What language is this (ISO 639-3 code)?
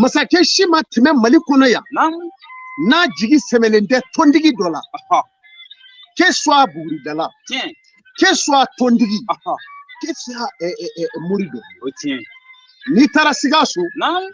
bam